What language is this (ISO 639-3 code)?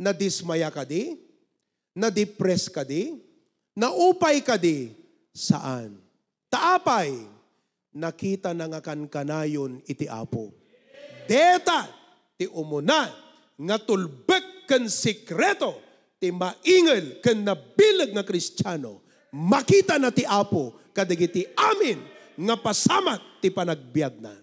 ilo